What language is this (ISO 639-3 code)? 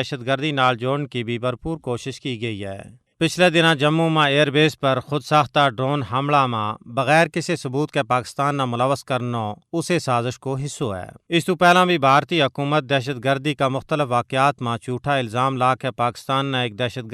gju